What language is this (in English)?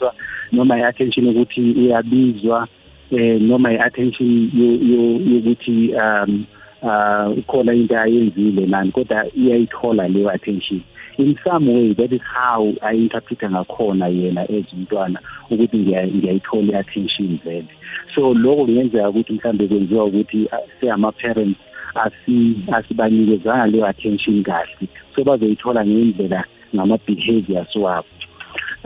South Ndebele